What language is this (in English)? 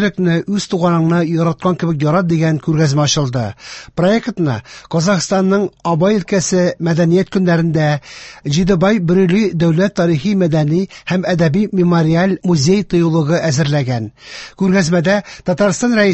Tatar